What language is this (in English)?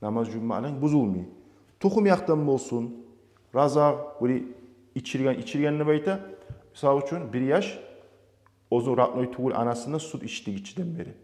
Kumyk